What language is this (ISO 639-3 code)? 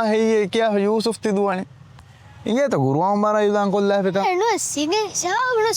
div